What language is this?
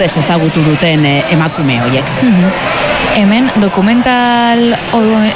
Basque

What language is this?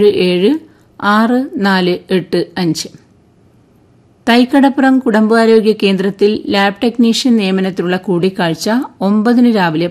Malayalam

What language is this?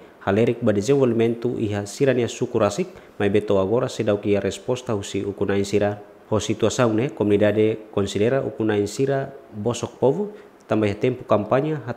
Tetum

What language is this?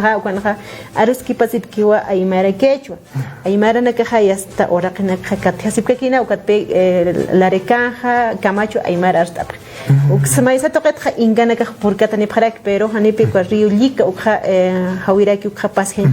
Aymara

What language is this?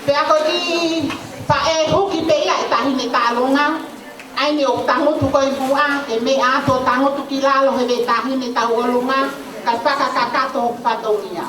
Tongan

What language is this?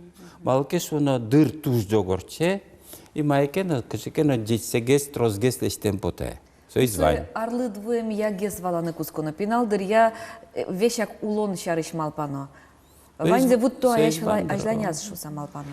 Udmurt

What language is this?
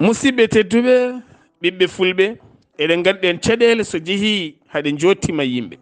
Fula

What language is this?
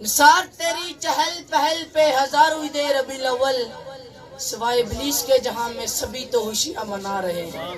Pahari-Potwari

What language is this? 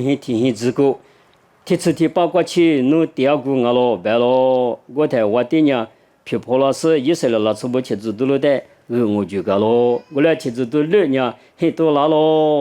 Lisu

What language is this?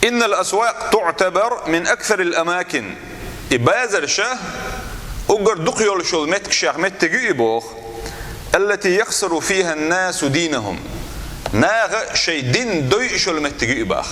Chechen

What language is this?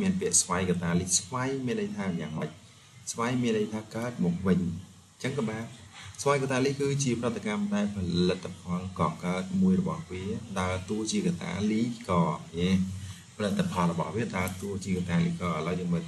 Khmer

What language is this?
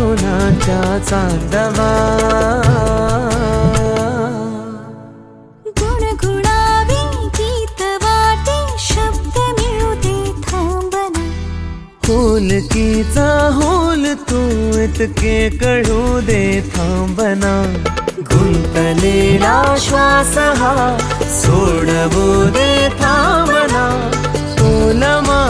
Marathi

